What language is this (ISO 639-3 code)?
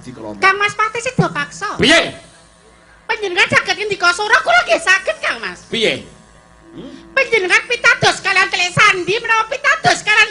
jav